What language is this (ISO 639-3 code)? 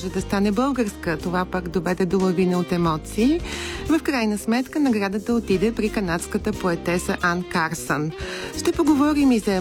bul